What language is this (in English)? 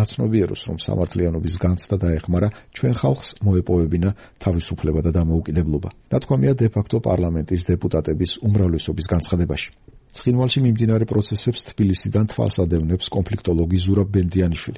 Georgian